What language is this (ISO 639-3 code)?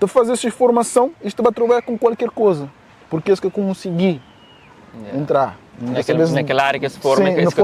kea